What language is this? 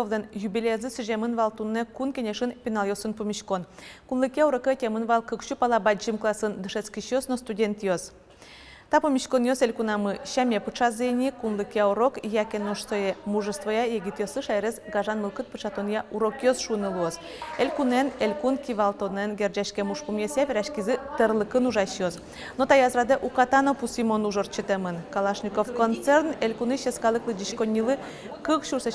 Udmurt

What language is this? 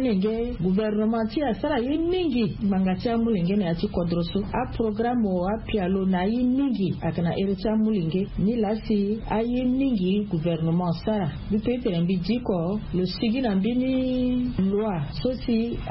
Sango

